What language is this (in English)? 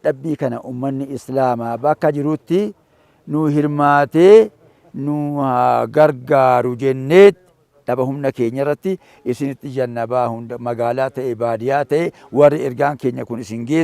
Oromo